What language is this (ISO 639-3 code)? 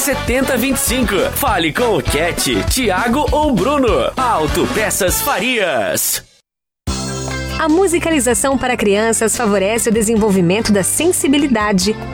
por